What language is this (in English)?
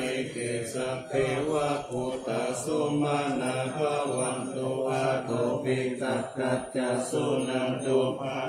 Pali